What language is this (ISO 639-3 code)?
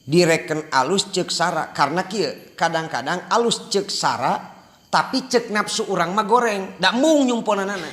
sun